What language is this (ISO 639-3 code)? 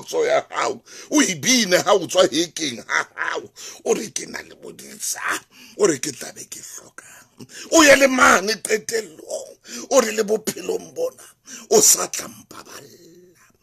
sot